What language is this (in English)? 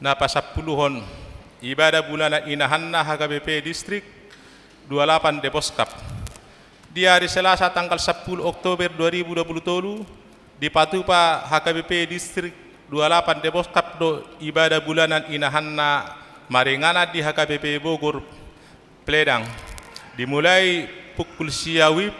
Batak Toba